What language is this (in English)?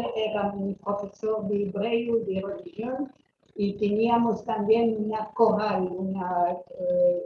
Ladino